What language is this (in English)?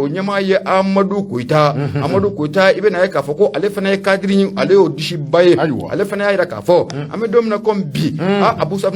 Bambara